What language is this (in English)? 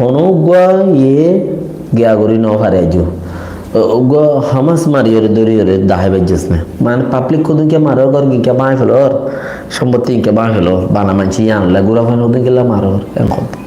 Rohingya